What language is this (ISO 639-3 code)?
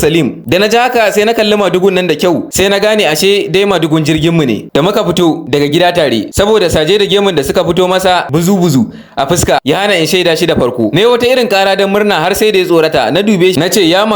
hau